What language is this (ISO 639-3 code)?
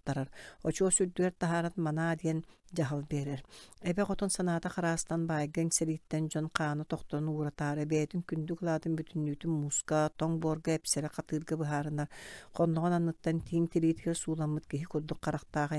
sah